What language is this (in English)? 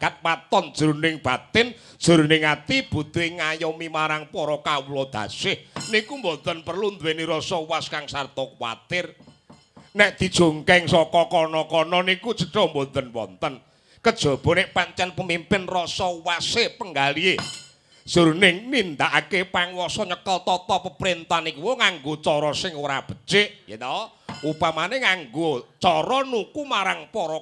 Javanese